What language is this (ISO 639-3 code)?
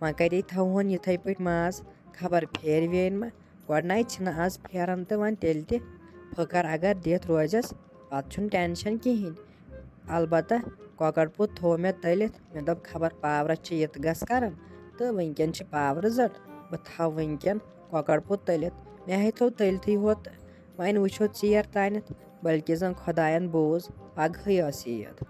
kas